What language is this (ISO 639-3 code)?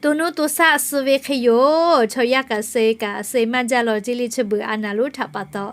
lhu